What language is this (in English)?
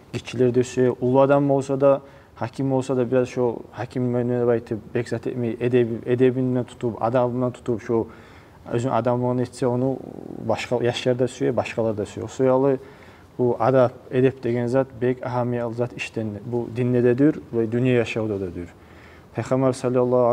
Kumyk